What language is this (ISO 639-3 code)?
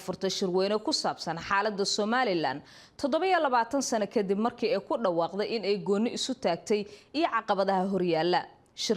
som